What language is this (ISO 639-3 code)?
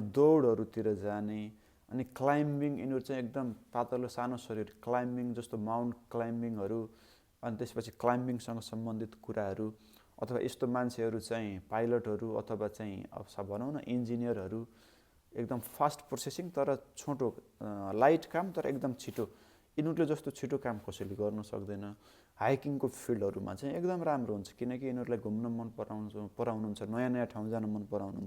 nep